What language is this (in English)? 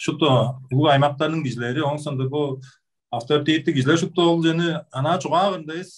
Tuvinian